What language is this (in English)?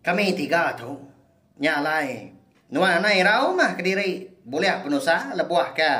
Iban